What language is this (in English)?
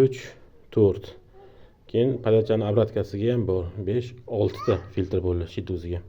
Uzbek